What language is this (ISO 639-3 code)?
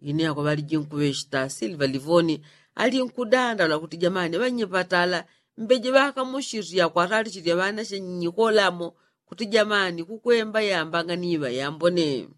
yao